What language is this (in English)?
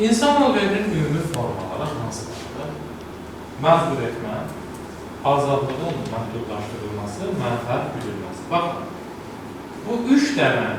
Azerbaijani